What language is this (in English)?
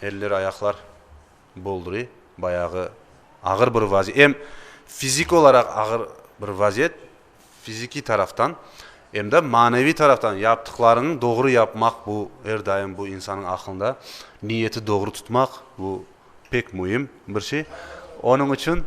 Crimean Tatar